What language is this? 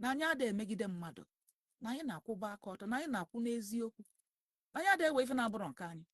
Igbo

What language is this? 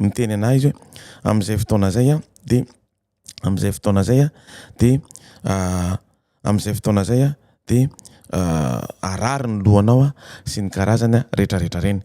Malagasy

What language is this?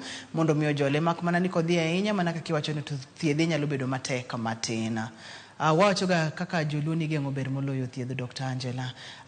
Luo (Kenya and Tanzania)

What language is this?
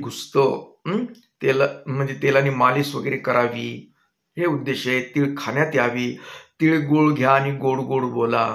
Marathi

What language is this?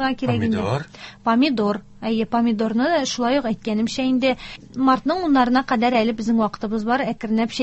Tatar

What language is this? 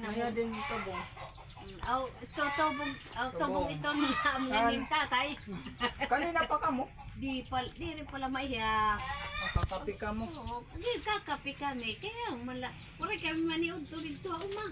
Waray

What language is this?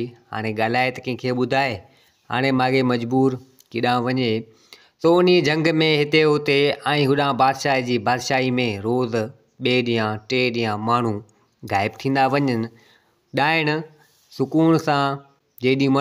Sindhi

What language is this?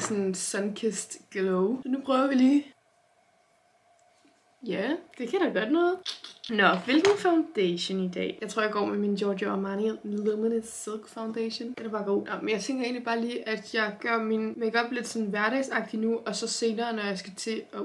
Danish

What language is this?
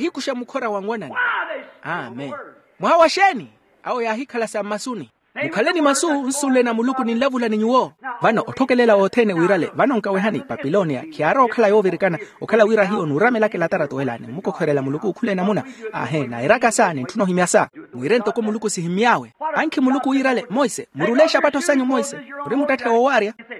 Makhuwa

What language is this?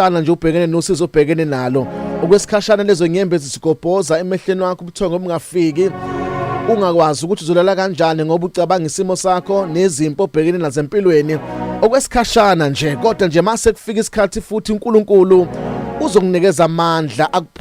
Zulu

